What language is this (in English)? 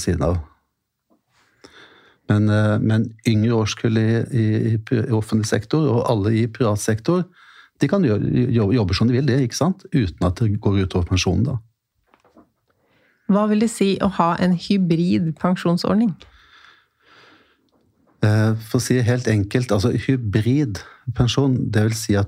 Norwegian